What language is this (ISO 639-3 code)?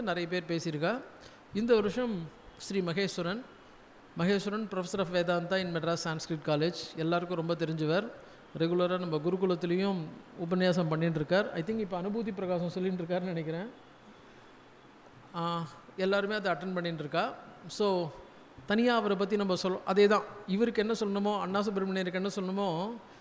tam